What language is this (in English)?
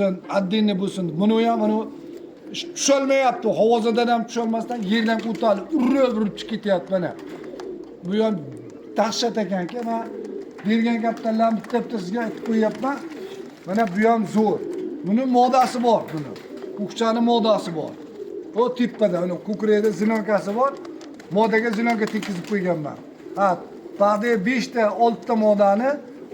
Uzbek